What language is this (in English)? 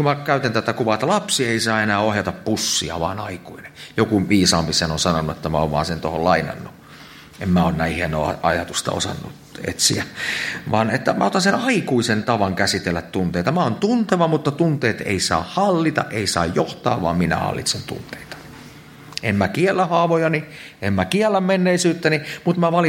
Finnish